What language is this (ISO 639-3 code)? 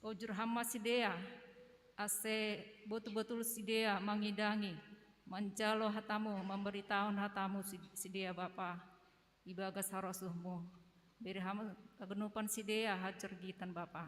bts